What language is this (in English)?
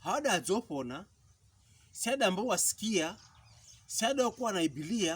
Pokomo